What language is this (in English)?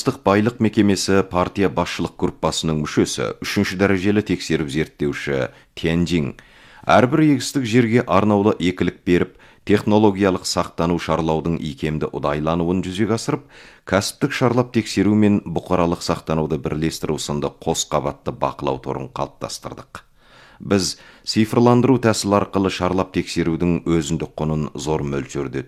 Kazakh